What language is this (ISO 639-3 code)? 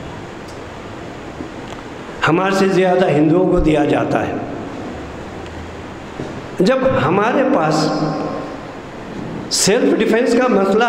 urd